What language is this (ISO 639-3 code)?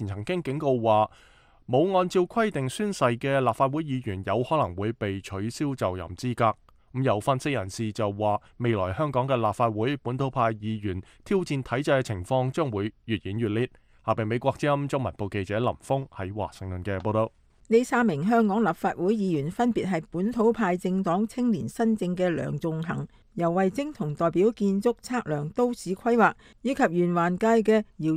yue